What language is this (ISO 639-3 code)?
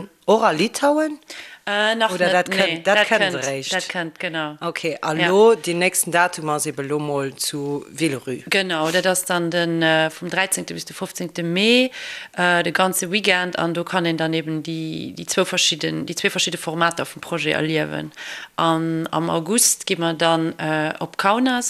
ltz